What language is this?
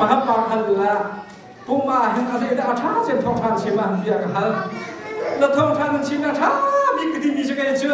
Hakha Chin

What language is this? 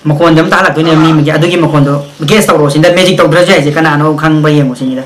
Manipuri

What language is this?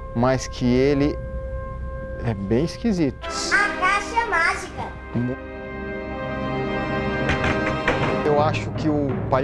Portuguese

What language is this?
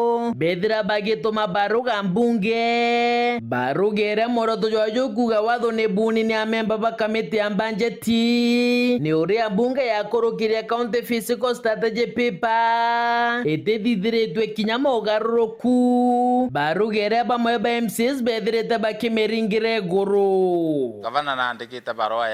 Meru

